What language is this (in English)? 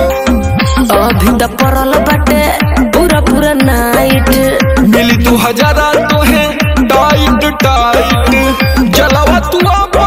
Bhojpuri